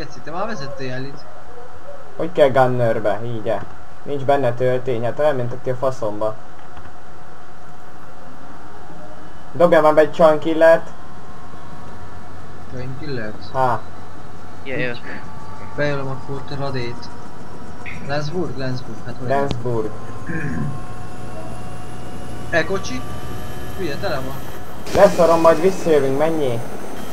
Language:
Hungarian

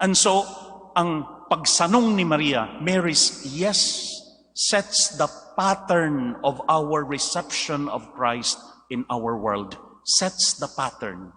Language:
Cebuano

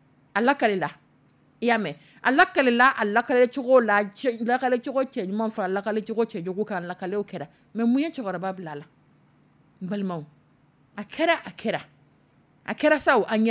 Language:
Dyula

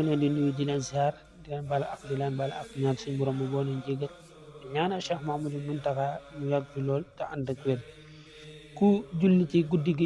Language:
Wolof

